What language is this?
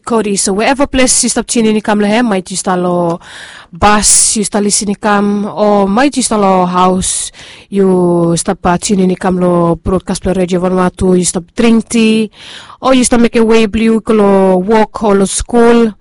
Bislama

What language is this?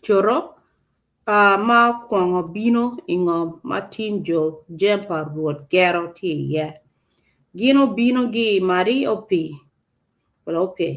Acoli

